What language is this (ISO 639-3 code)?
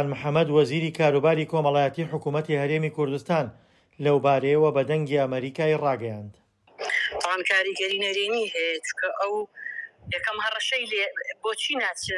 ckb